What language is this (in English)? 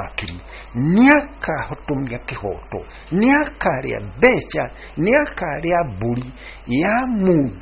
Kikuyu